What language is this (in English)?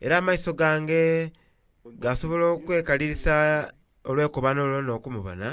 Soga